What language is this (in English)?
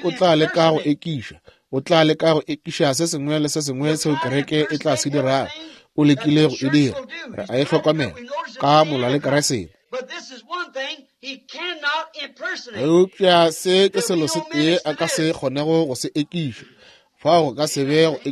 Northern Sotho